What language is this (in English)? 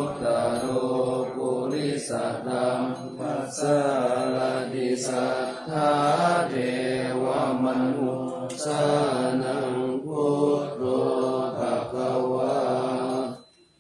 Pali